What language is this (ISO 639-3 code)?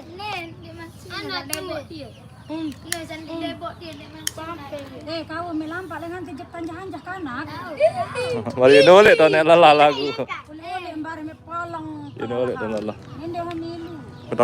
sas